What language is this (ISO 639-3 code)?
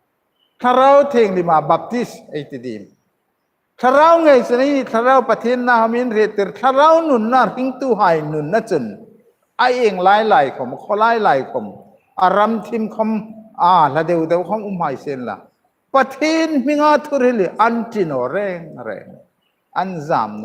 hmr